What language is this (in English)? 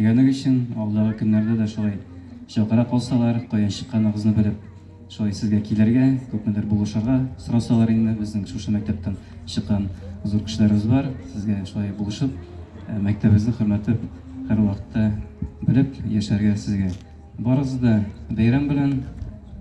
Tatar